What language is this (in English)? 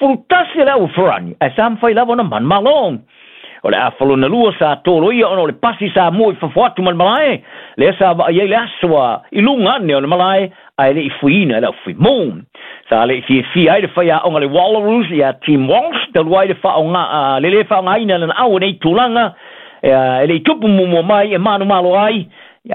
Samoan